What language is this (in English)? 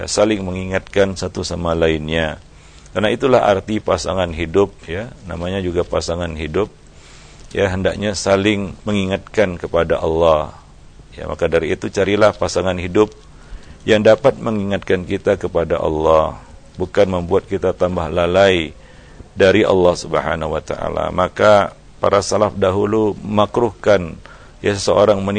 Indonesian